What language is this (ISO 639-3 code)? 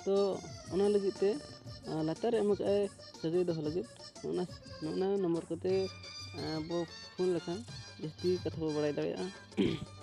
sat